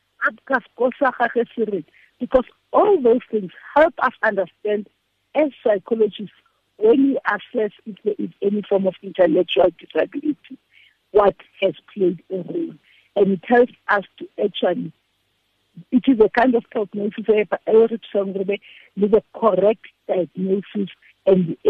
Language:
Tswana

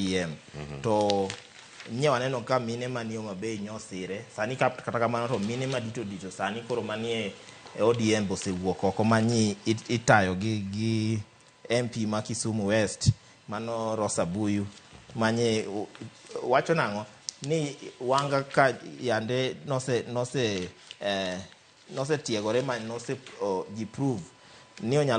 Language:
Luo (Kenya and Tanzania)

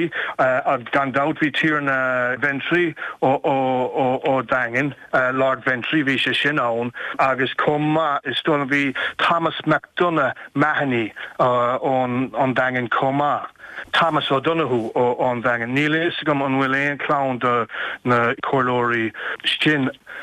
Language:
Irish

